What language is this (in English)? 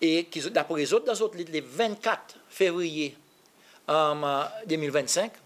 Seselwa Creole French